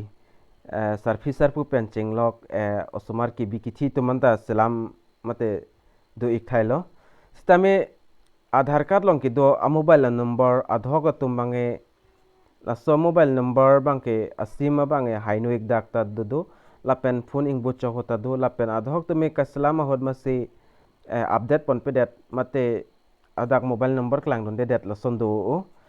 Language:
Karbi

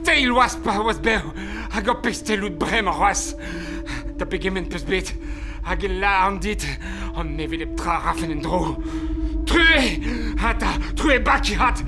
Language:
Breton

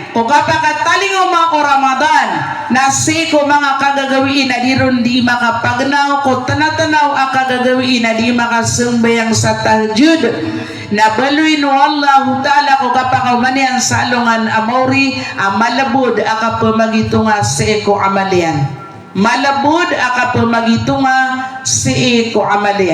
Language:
Maranao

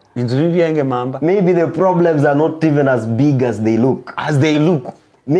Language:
Gusii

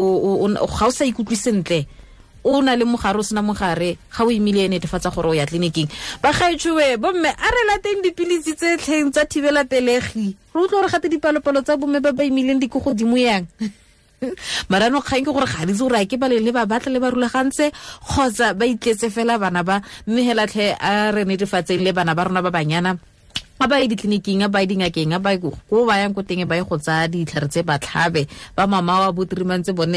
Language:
Tswana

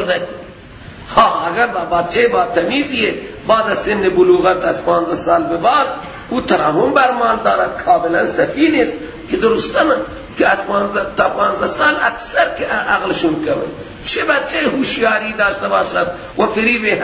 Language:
Persian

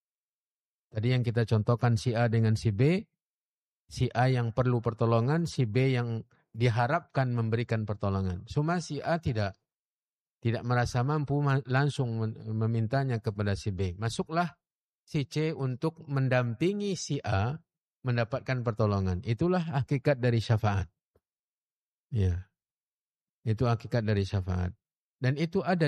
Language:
Indonesian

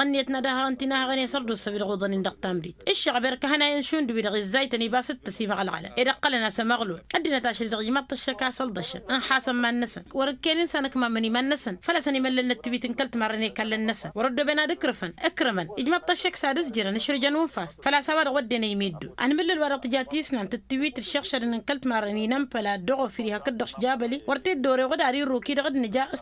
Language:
Tamasheq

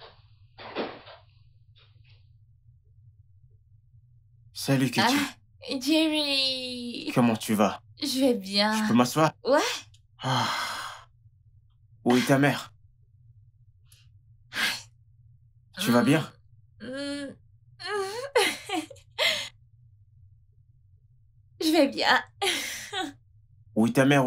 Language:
French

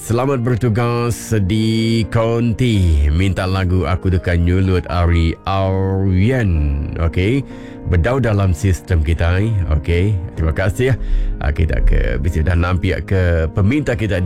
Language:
Iban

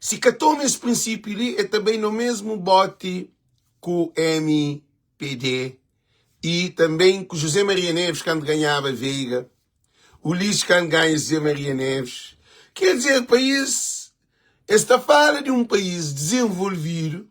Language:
Kabuverdianu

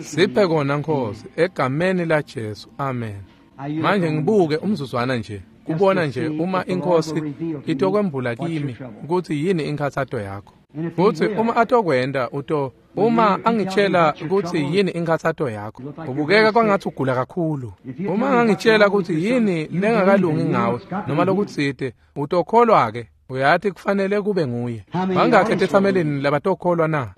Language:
Swati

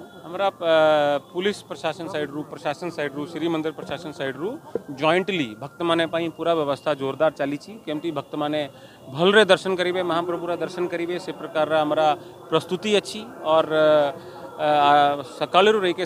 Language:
Odia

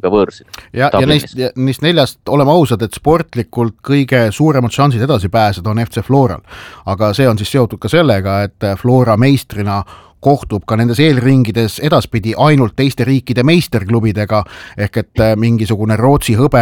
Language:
Estonian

